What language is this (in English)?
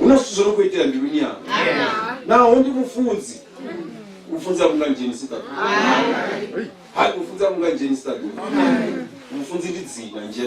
Venda